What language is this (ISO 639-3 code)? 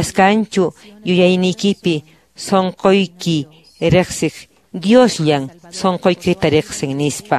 que